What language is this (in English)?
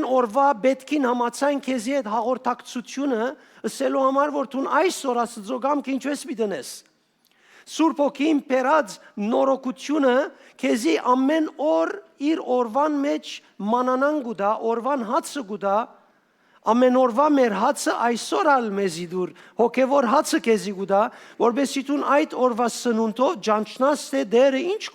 Western Armenian